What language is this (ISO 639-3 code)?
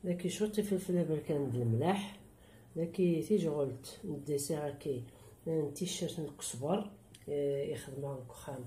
kab